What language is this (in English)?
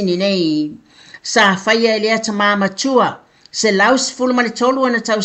Samoan